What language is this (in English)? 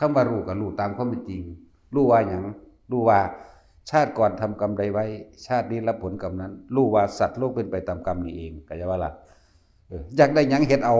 Northeastern Thai